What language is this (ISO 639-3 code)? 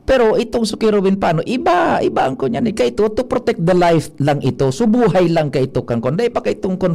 bik